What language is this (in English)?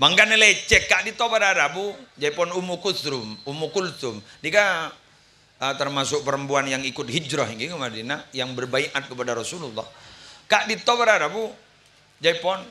Madurese